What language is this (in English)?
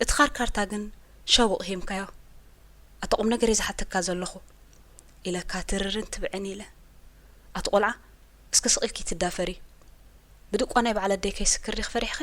Tigrinya